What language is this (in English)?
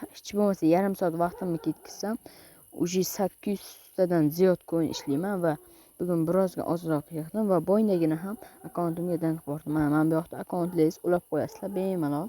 Uzbek